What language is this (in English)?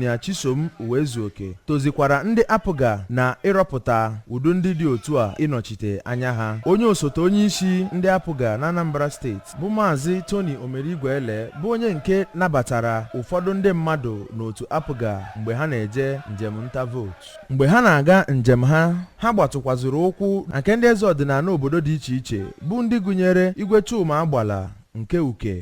Igbo